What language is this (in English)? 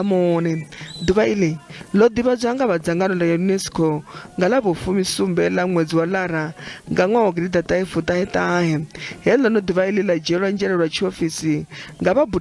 Venda